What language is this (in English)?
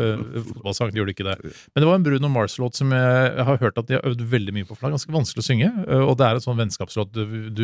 Norwegian